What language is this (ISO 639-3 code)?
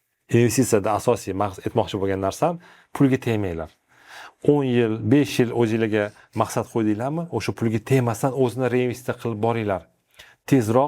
uzb